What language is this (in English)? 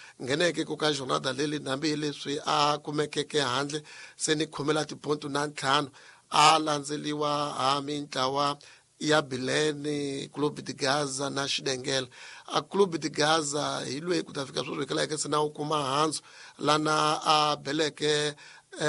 Tsonga